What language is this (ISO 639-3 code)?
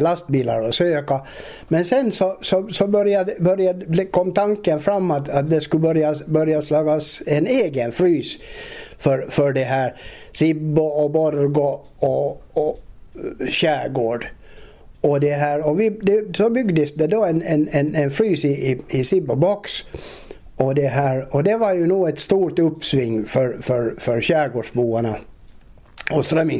swe